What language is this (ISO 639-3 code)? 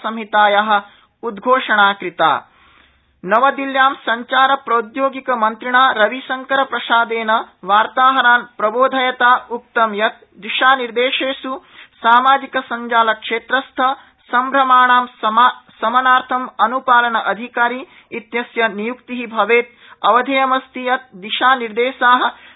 san